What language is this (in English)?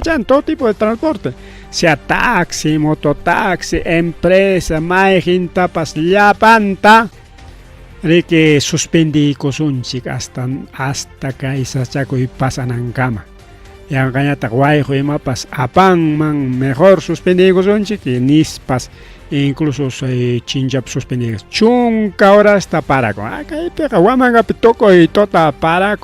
Ayacucho Quechua